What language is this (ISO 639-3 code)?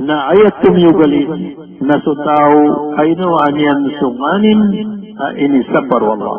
mrw